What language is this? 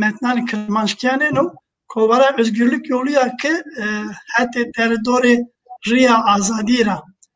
Zaza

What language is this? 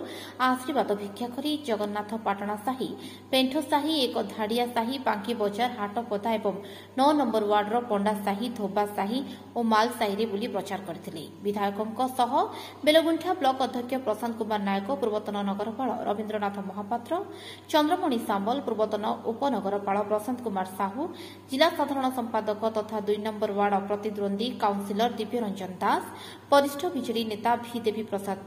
Odia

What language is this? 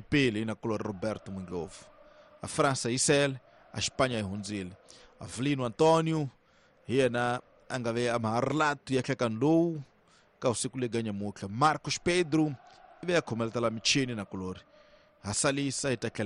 Tsonga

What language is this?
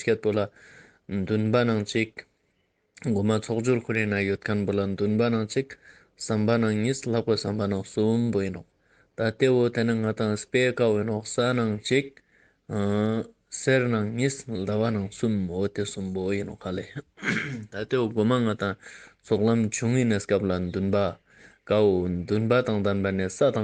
Ladakhi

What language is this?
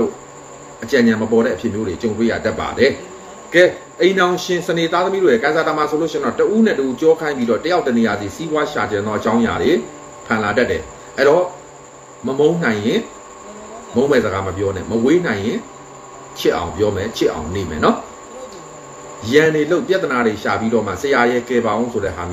Burmese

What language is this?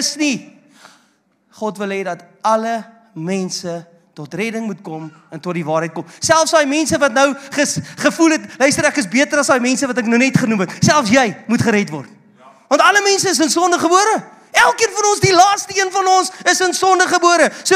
Afrikaans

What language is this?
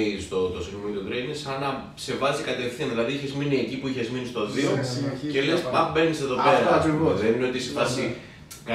Greek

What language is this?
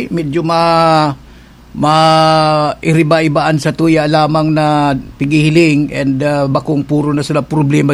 Bikol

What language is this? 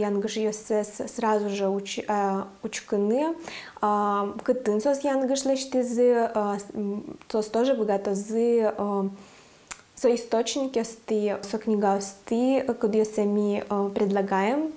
Udmurt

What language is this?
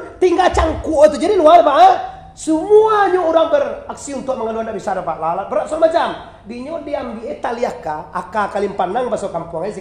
Minangkabau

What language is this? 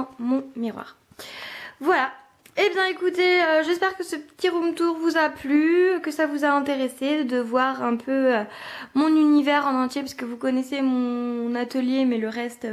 French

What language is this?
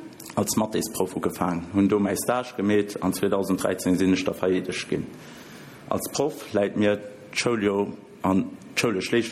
Luxembourgish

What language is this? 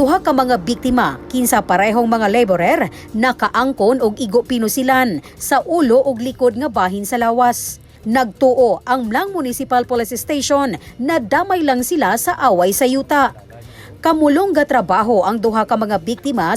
Cebuano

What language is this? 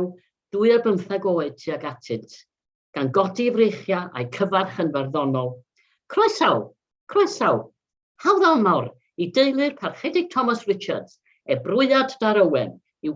Welsh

